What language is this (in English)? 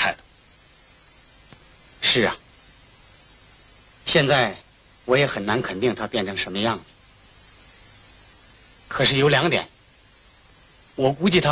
Chinese